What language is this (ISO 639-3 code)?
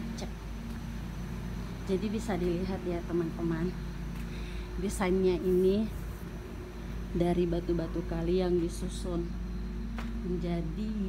ind